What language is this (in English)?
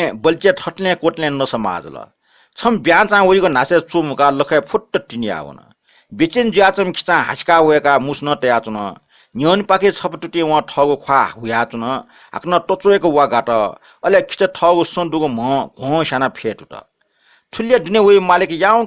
Newari